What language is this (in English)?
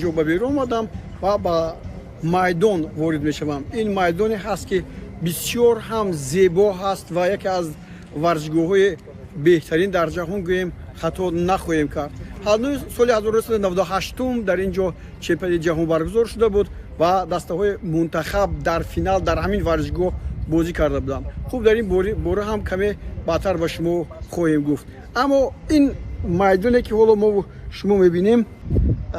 Tajik